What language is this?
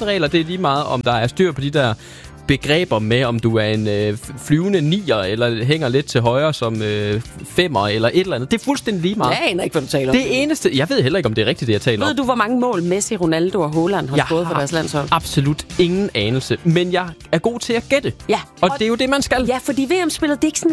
Danish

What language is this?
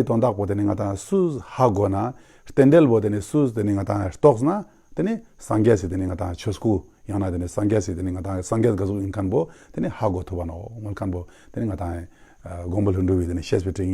Ladakhi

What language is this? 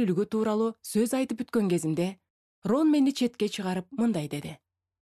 Kyrgyz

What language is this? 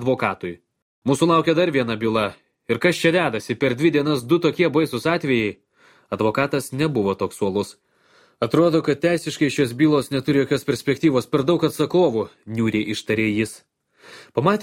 Lithuanian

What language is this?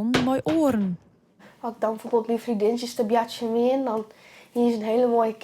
Western Frisian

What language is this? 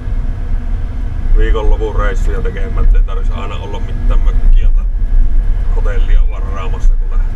Finnish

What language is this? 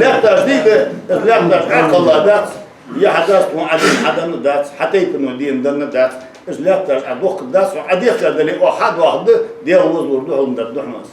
Ingush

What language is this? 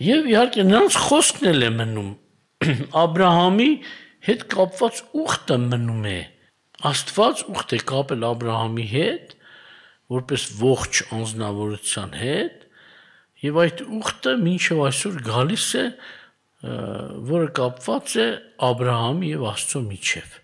Armenian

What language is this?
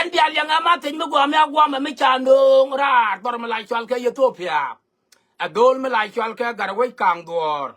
Nuer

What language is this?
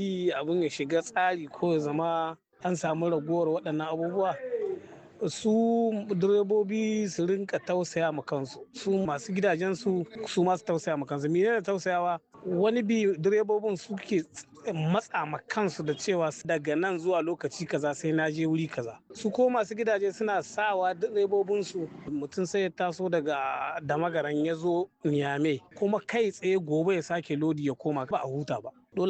Hausa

